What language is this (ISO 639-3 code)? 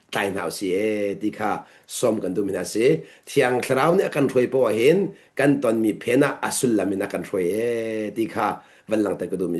cnh